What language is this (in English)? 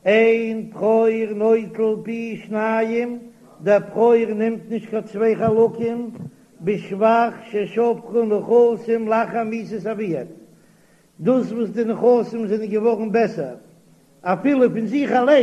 Yiddish